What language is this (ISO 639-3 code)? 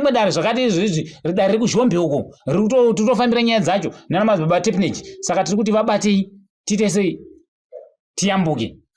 sna